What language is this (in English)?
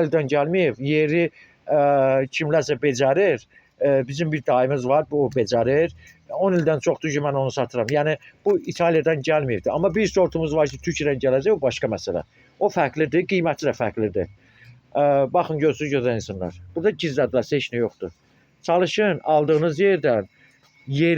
Azerbaijani